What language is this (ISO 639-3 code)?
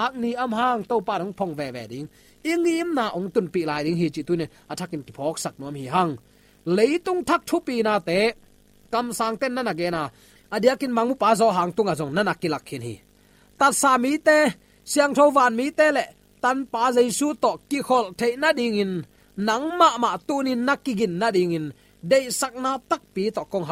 ctd